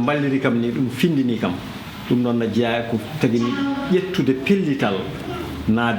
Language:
Fula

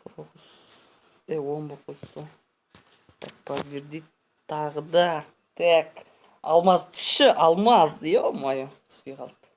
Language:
Kazakh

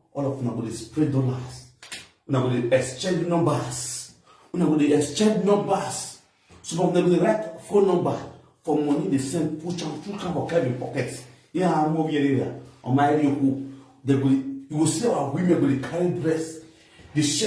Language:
Nigerian Pidgin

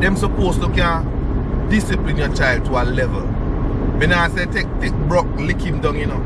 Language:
Jamaican Creole English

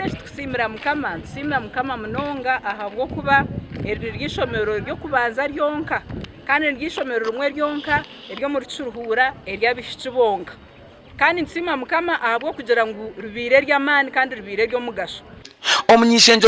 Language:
Nyankole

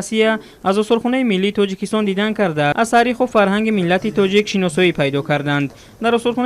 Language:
Tajik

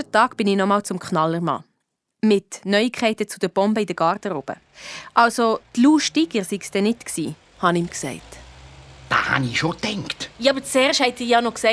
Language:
Swiss German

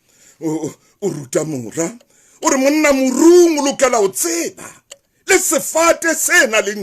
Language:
Southern Sotho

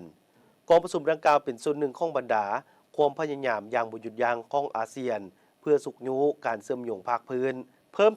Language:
Lao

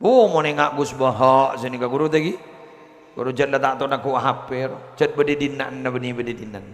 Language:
Madurese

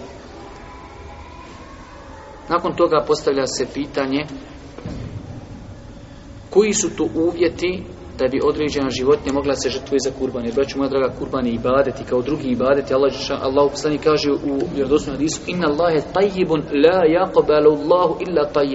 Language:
Bosnian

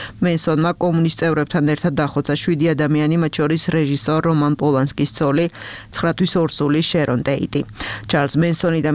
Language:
Georgian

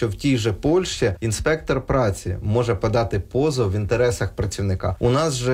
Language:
Ukrainian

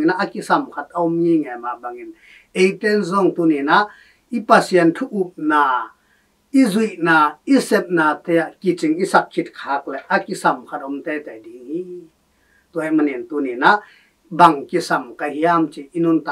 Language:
Tedim Chin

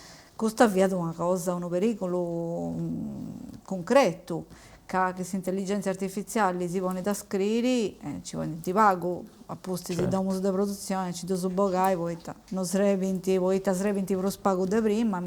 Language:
Sardinian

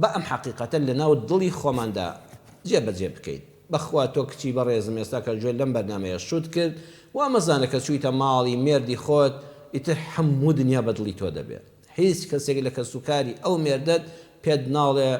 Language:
Central Kurdish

